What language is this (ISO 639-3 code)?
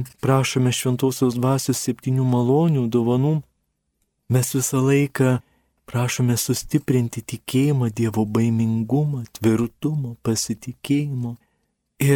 lit